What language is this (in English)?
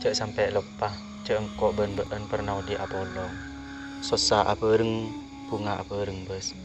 Madurese